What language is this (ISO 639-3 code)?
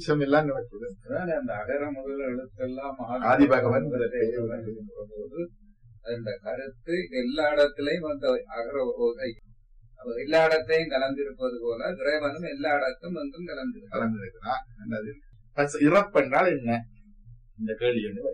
tam